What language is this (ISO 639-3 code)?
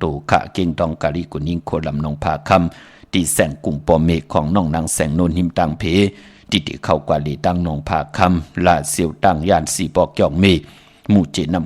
shn